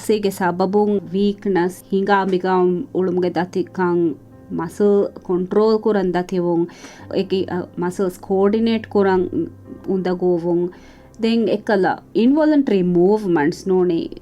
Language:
Divehi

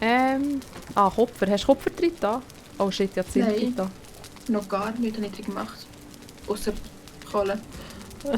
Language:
Swiss German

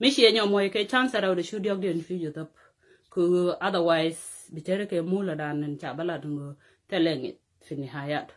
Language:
Nuer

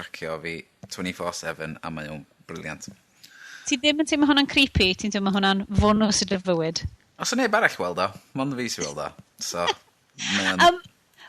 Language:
Welsh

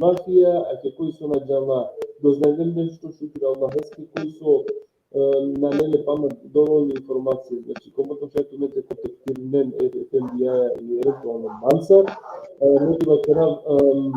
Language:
Balkan Romani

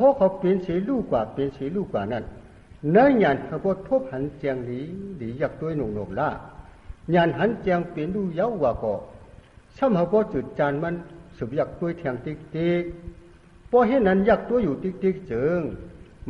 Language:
Shan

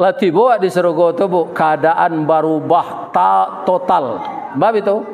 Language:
Minangkabau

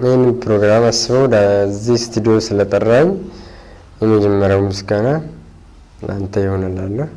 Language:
Amharic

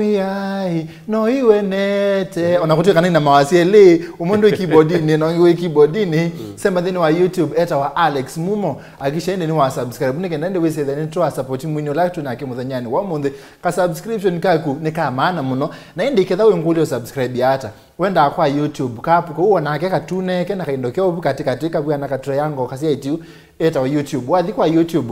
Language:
Kamba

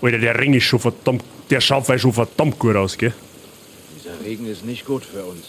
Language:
Bavarian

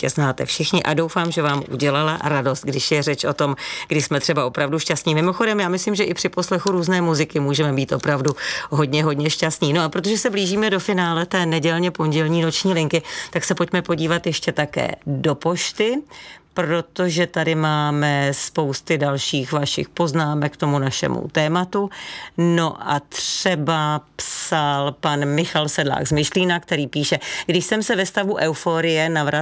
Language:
Czech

